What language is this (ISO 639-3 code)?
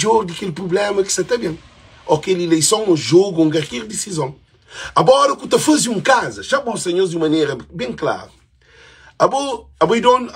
kea